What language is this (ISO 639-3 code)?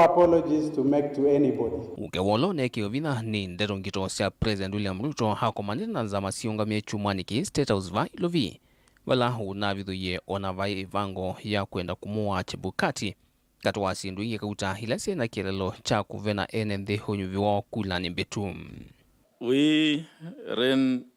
kam